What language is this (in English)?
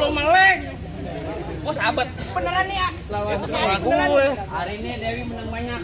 Betawi